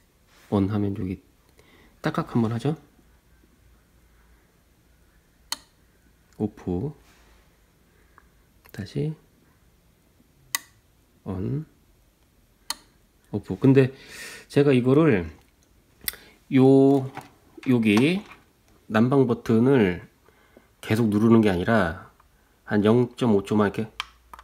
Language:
Korean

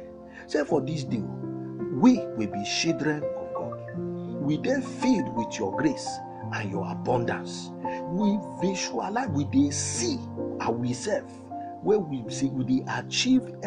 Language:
Nigerian Pidgin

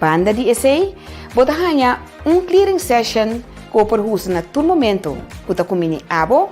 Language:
Papiamento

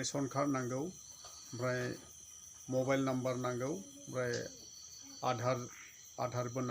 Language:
Bodo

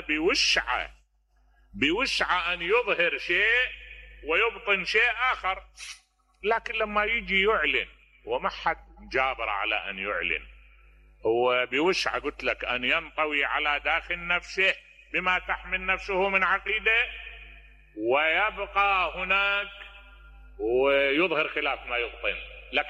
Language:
Mesopotamian Arabic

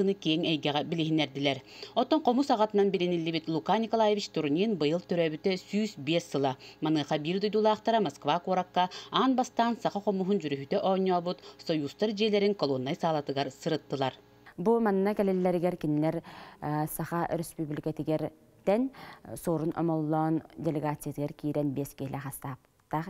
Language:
Yakut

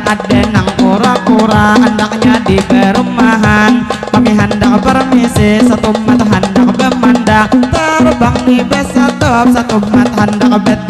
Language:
Banjar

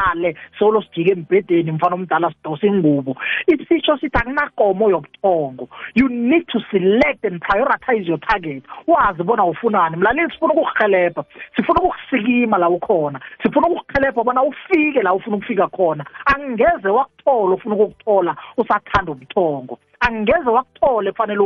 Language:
South Ndebele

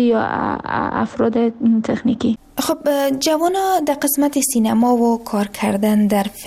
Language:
Persian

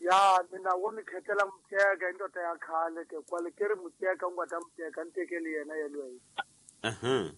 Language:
Tsonga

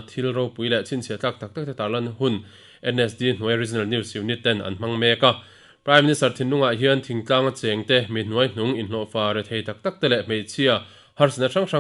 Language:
Mizo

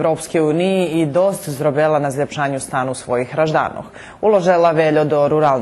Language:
Rusyn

